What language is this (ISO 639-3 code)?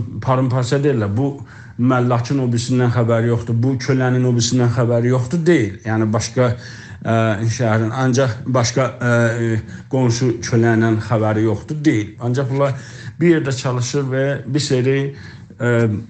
azb